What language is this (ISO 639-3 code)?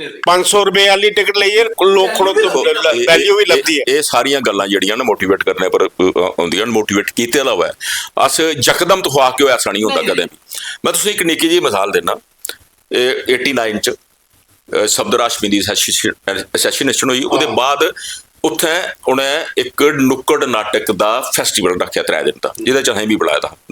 doi